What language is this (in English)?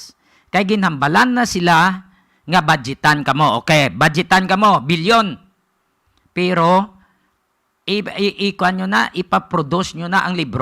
Hiligaynon